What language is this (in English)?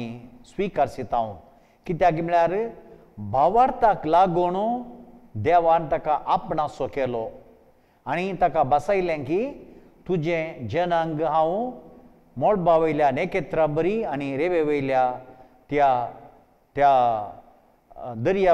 Konkani